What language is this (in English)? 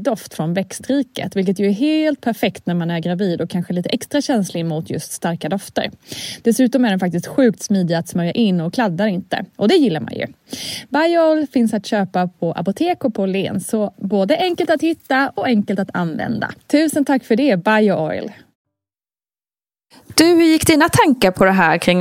Swedish